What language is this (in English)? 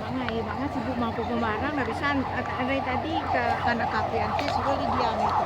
Minangkabau